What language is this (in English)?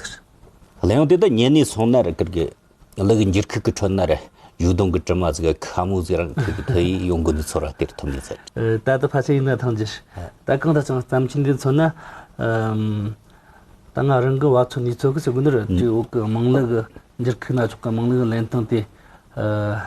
Tibetan